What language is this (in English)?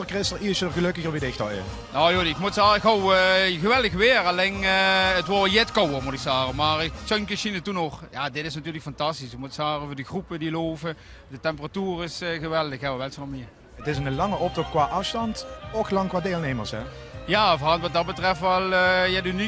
Limburgish